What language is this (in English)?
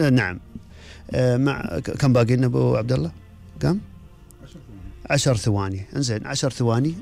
Gulf Arabic